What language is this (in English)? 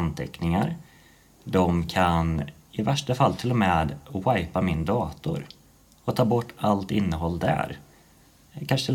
Swedish